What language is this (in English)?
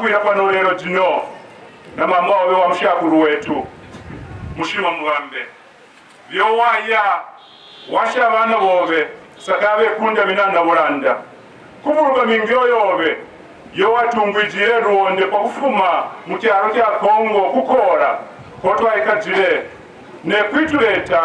Kaonde